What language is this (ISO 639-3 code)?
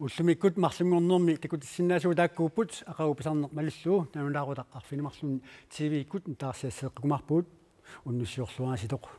kal